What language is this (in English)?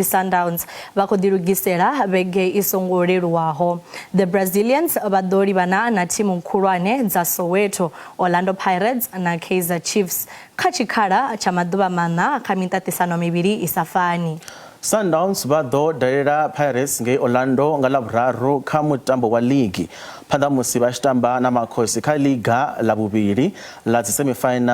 Venda